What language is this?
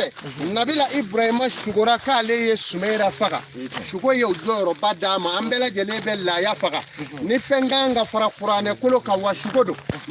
Bambara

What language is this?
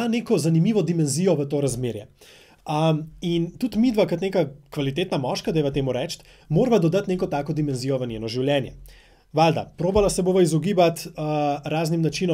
Slovenian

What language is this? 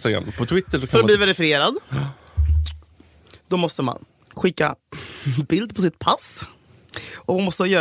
Swedish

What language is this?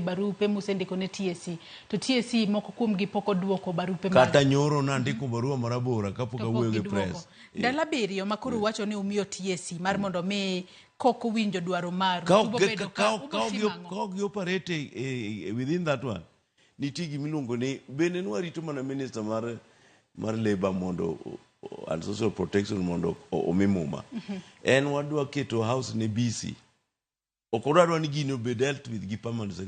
Luo (Kenya and Tanzania)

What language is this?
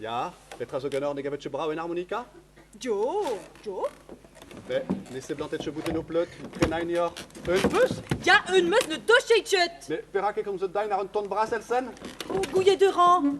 Breton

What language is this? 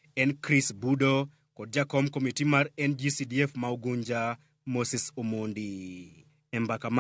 Luo (Kenya and Tanzania)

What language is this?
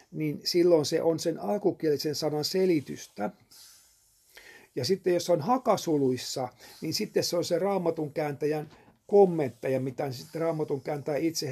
Finnish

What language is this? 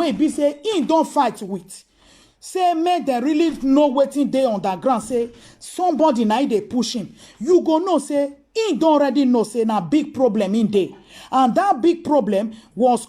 Nigerian Pidgin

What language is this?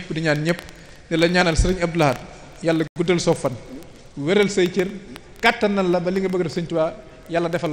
Wolof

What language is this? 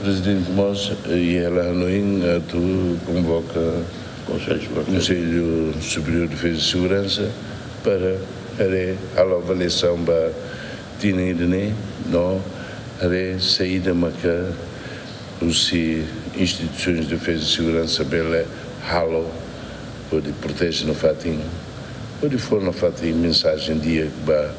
Tetum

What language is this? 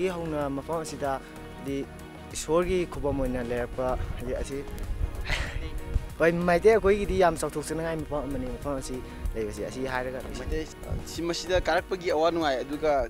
Manipuri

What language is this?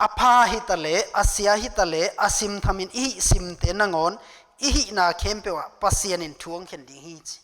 Tedim Chin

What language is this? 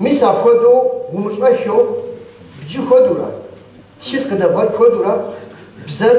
Kabardian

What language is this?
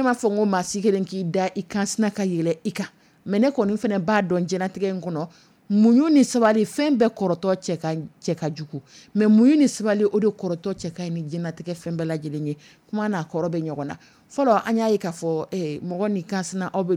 Dyula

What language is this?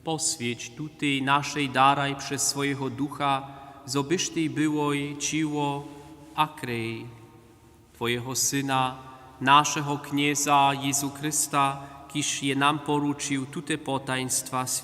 Upper Sorbian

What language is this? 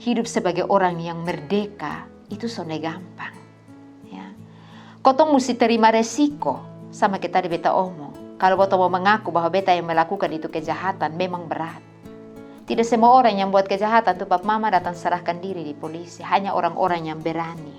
Kupang Malay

